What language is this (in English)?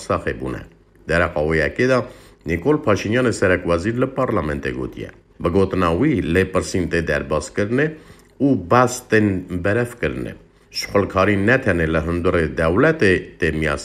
Kurdish